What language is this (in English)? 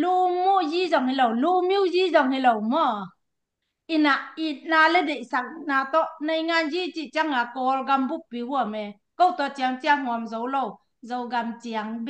Tedim Chin